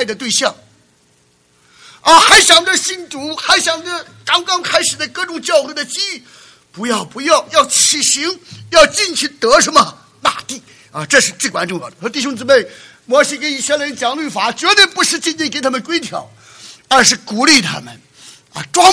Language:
Chinese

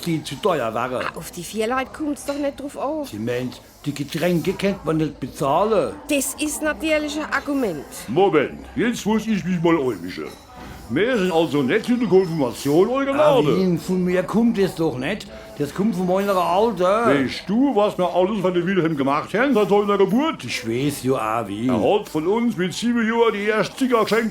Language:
Palatine German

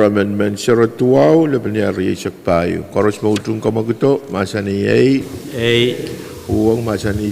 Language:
Pohnpeian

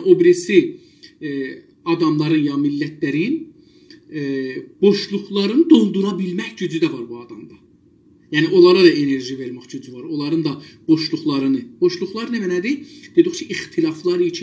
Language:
South Azerbaijani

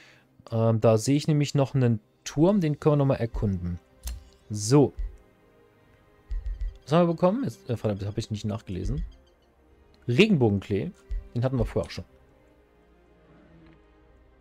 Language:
German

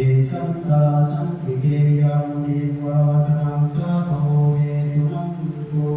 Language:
Pali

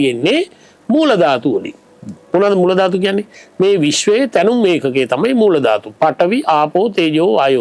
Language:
Sinhala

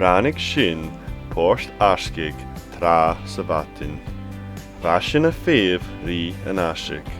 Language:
Scottish Gaelic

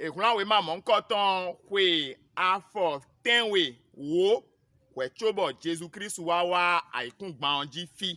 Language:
Fon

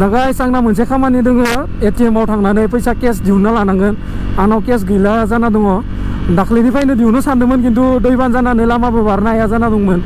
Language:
Bodo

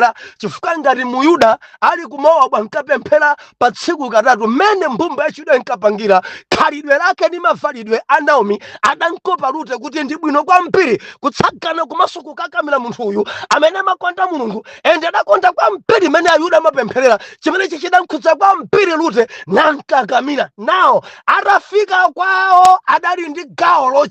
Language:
Nyanja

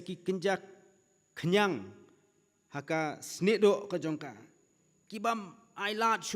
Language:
Khasi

